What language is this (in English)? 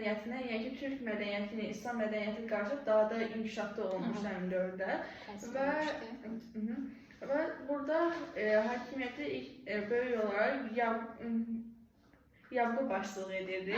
Azerbaijani